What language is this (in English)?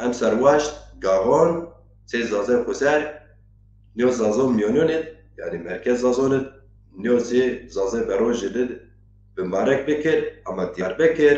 Zaza